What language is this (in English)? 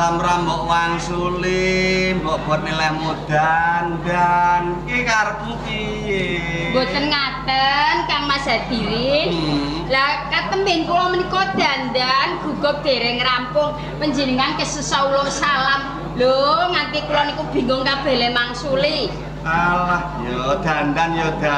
Javanese